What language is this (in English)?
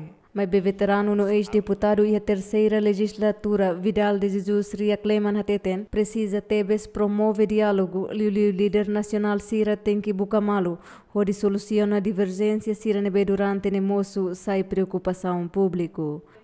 Tetum